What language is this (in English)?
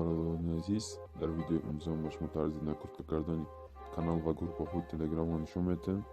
Tajik